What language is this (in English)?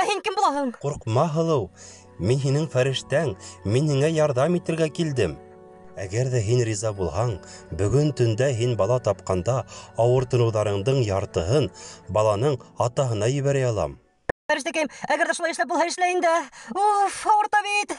Bashkir